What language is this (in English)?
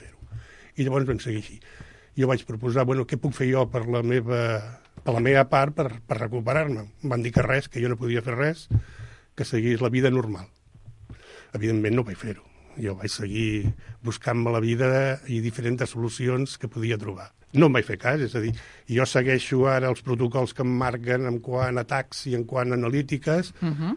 Catalan